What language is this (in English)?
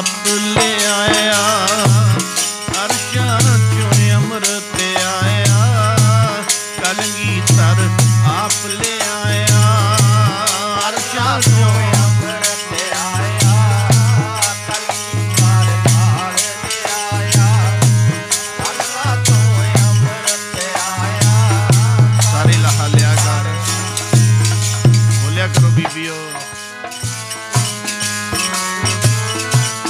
Punjabi